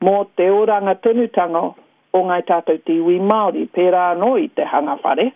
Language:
Māori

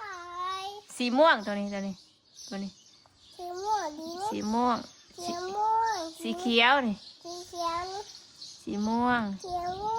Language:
Northeastern Thai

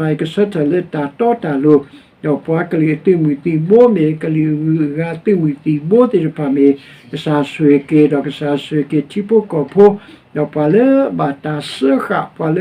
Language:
S'gaw Karen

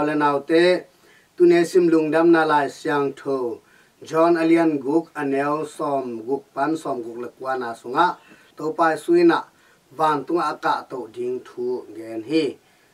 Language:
Tedim Chin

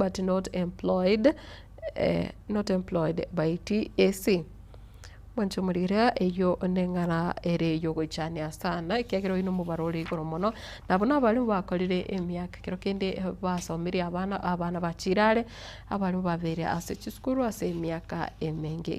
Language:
Gusii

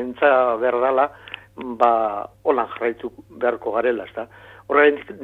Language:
Basque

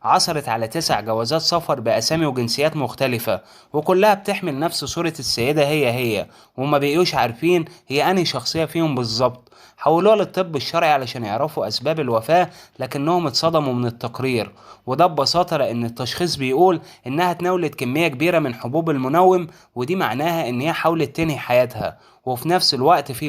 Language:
Egyptian Arabic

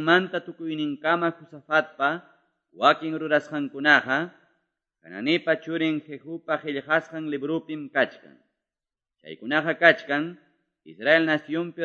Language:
Quechua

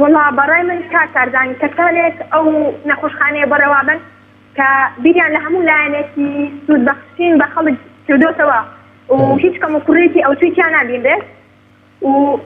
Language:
Central Kurdish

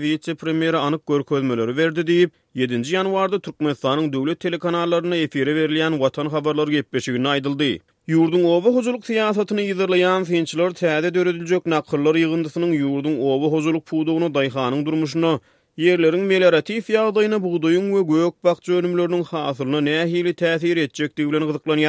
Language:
Turkmen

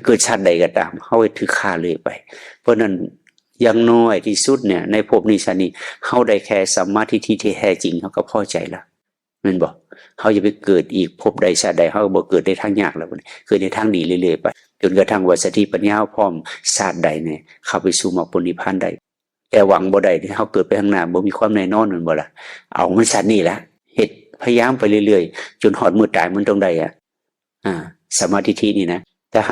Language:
Northeastern Thai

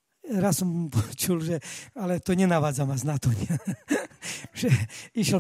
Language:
Slovak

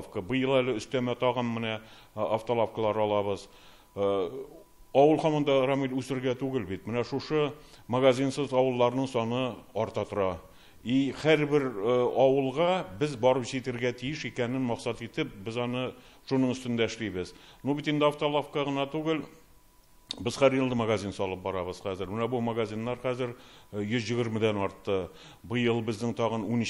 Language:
Tatar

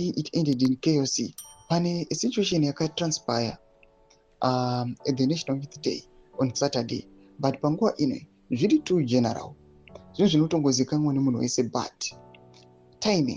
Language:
Shona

